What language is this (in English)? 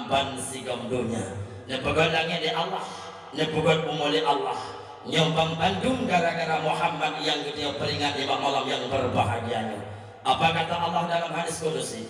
Achinese